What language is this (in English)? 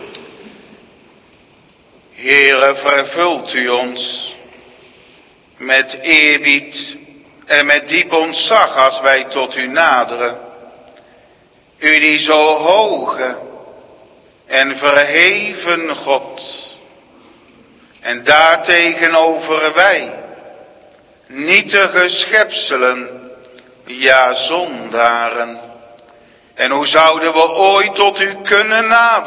Dutch